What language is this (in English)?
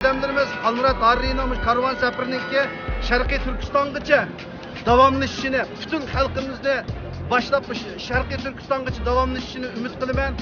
Uyghur